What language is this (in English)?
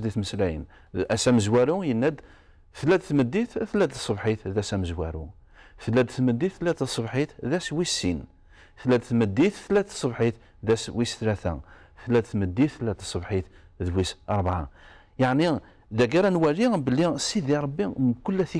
Kabyle